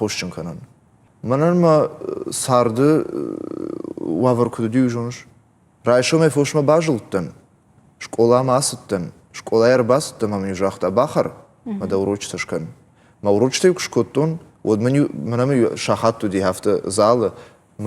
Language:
Ossetic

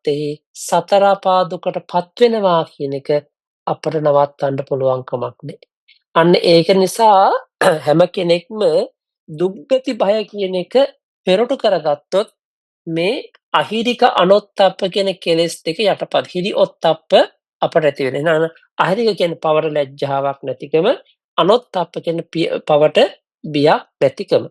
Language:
Sinhala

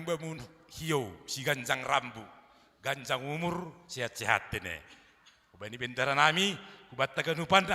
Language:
Batak Simalungun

